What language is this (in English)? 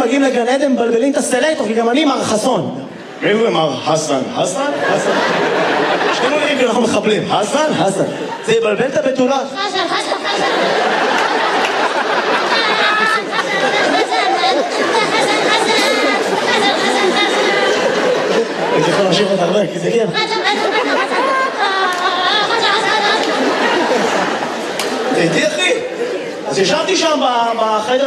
Hebrew